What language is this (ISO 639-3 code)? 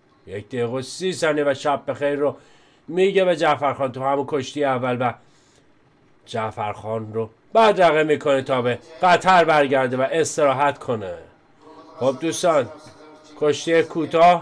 fas